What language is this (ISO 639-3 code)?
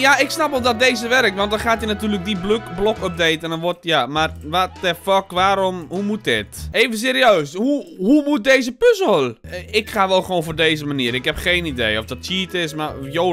nld